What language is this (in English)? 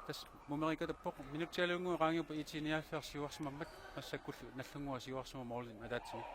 Kalaallisut